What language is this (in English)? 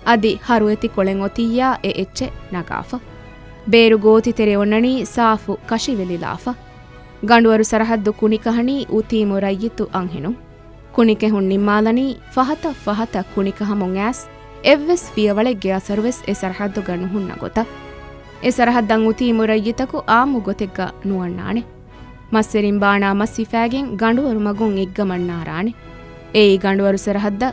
Divehi